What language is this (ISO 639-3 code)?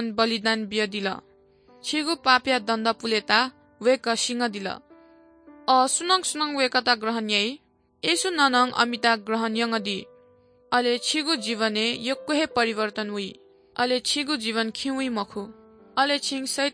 new